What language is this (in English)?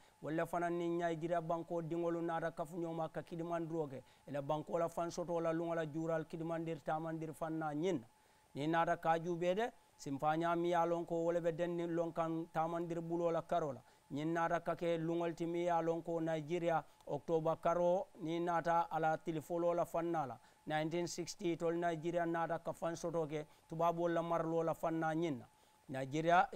Mandingo